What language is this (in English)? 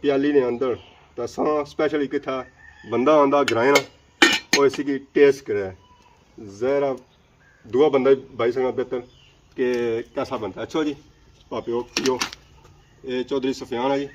Pahari-Potwari